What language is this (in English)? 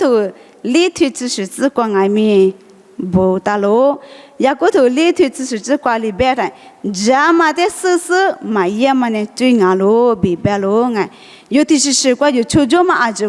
Lisu